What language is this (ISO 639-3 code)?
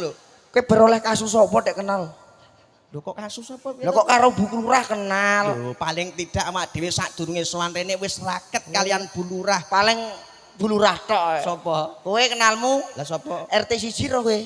jav